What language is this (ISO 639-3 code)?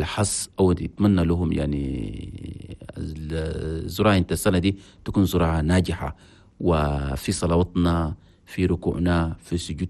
shu